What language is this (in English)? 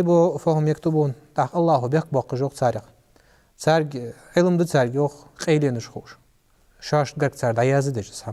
Ingush